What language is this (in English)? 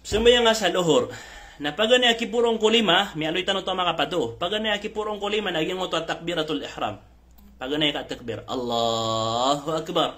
Maranao